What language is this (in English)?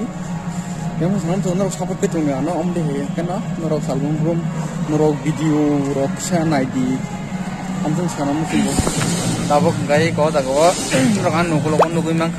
Kok Borok